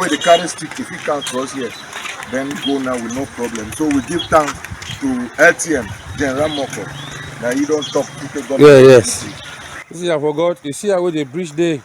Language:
Cameroon Pidgin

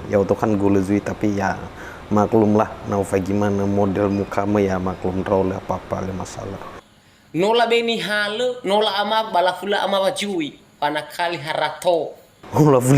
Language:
Nias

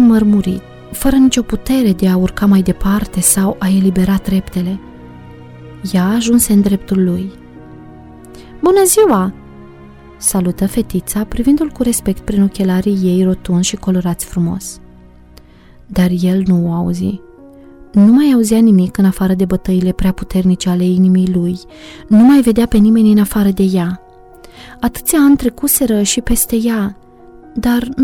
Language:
Romanian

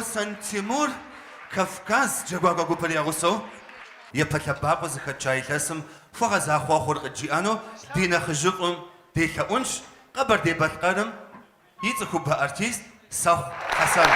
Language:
Kabardian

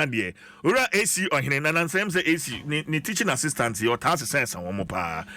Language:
Akan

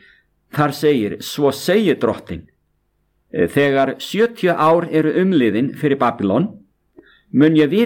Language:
Icelandic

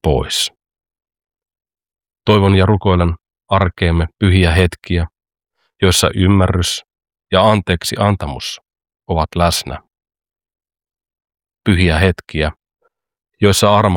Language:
Finnish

